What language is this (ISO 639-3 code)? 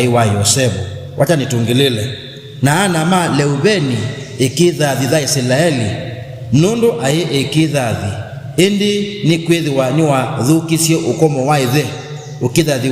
kam